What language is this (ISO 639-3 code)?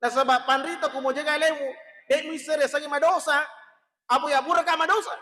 bug